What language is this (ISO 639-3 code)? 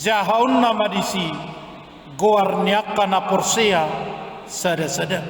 bbc